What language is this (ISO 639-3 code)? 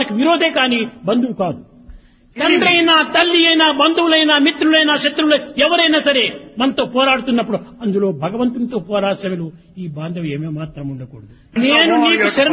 tel